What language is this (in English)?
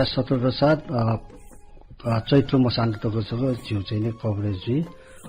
Newari